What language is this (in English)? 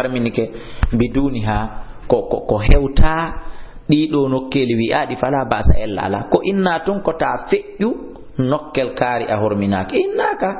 Fula